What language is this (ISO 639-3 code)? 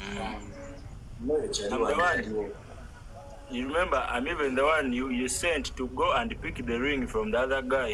lug